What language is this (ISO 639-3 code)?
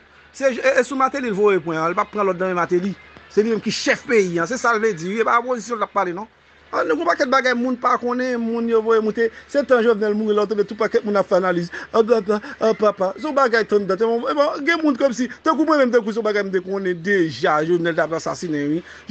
hat